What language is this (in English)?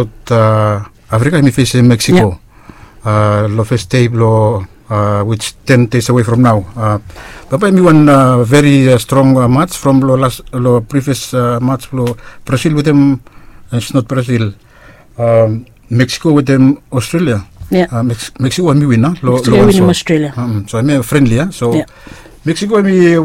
Bislama